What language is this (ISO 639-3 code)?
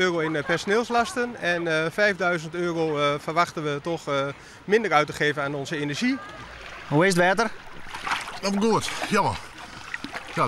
fry